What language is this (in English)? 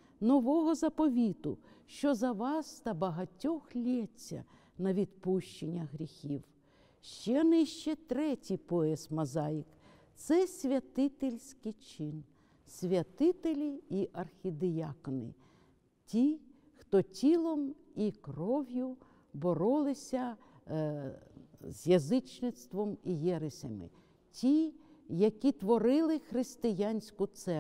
Ukrainian